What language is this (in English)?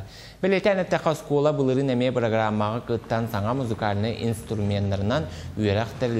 Yakut